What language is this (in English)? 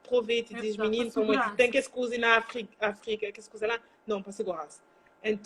Kabuverdianu